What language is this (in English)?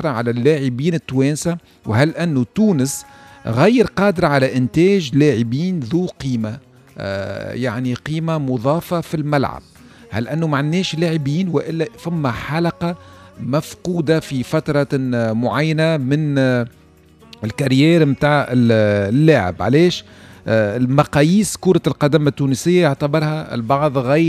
Tunisian Arabic